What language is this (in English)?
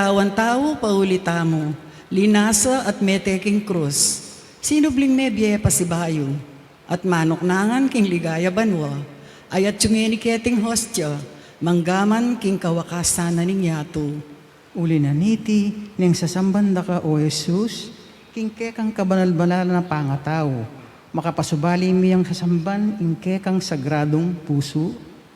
Pampanga